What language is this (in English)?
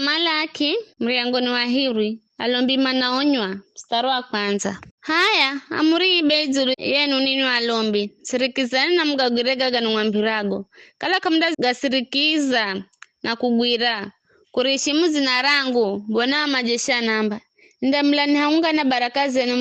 Giryama